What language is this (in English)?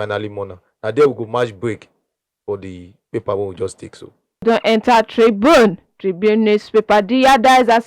Nigerian Pidgin